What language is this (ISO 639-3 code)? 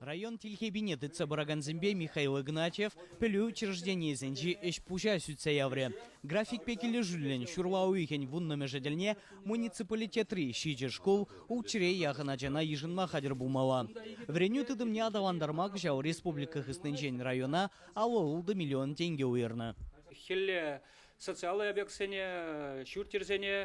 chv